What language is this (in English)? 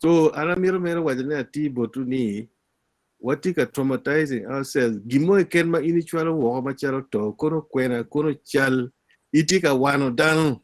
Acoli